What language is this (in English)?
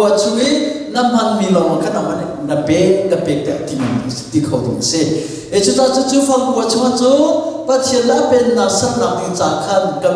Hakha Chin